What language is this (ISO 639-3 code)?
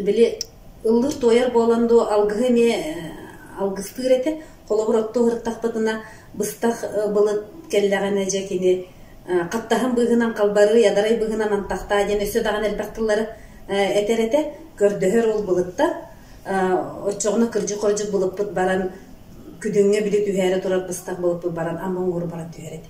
sah